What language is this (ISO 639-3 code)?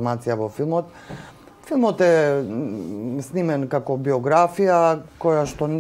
mkd